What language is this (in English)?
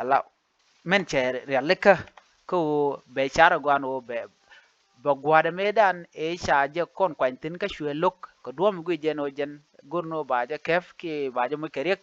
Nuer